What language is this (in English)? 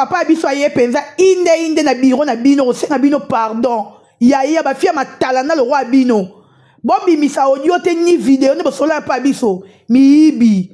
Lingala